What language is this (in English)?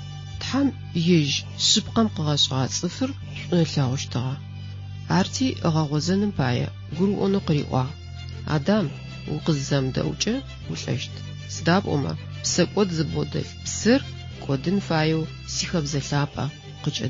Adyghe